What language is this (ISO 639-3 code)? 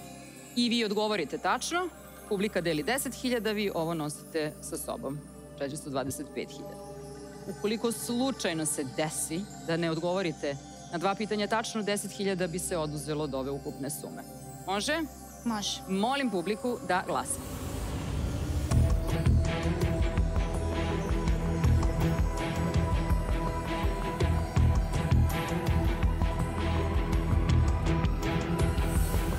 srp